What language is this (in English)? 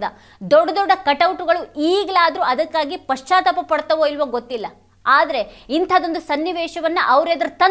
Kannada